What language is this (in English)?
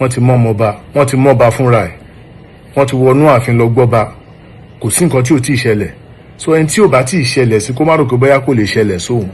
Yoruba